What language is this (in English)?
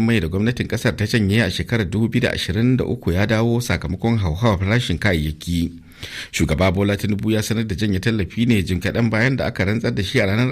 Hausa